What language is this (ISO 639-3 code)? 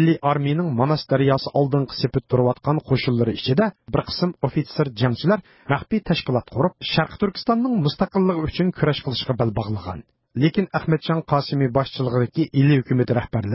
uig